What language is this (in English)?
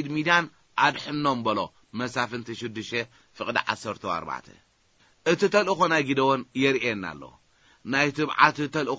Tigrinya